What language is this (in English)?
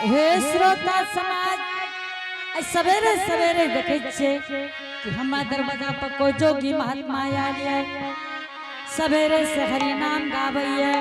Angika